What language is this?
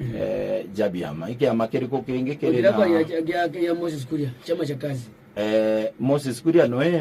Meru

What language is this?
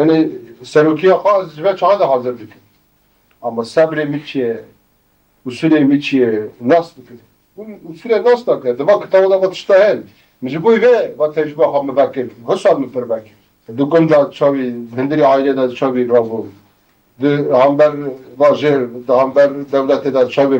Kurdish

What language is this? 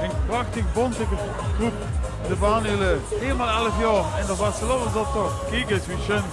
Limburgish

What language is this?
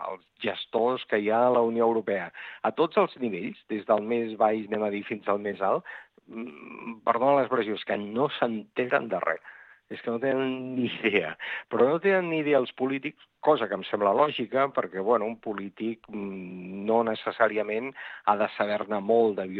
Catalan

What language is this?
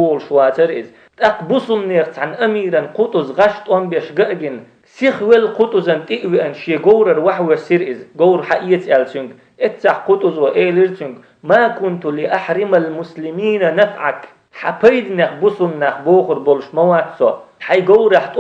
Chechen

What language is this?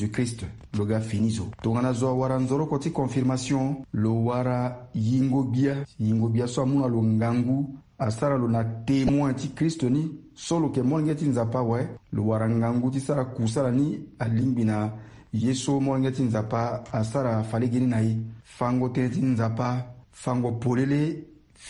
Sango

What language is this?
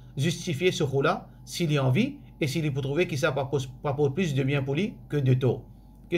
Morisyen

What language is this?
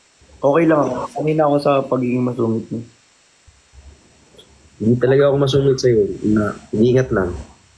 Filipino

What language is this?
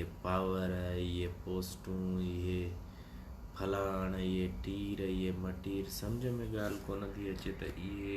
Sindhi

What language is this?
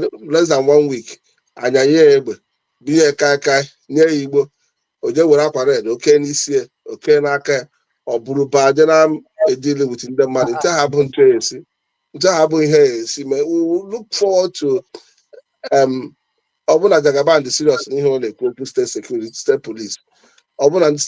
Igbo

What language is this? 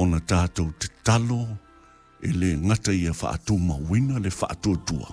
Samoan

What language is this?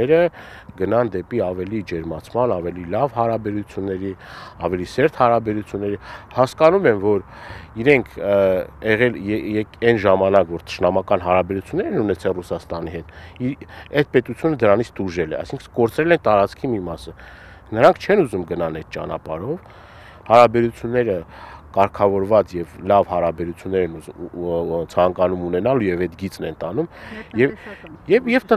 Armenian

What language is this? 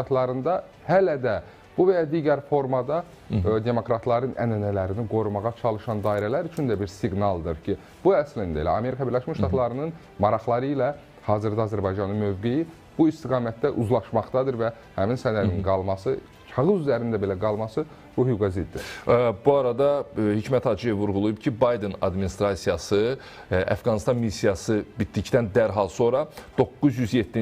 Azerbaijani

